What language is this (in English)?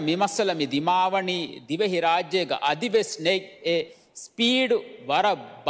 Divehi